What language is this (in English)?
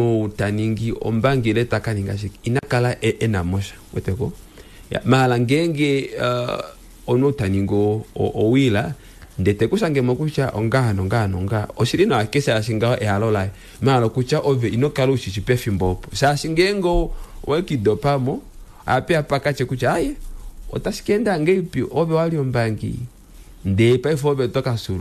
Kuanyama